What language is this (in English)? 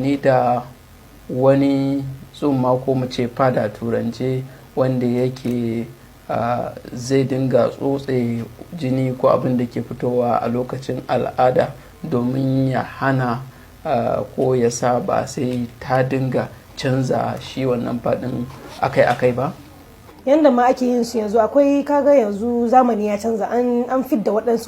Hausa